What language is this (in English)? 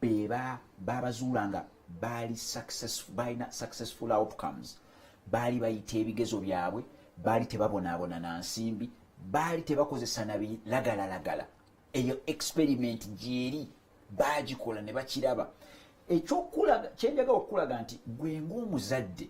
Ganda